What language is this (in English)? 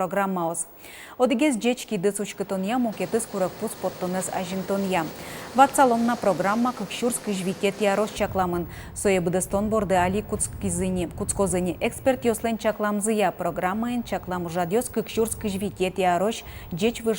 Udmurt